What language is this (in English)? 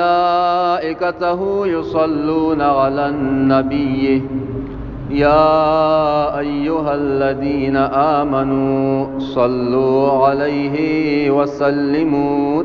Pashto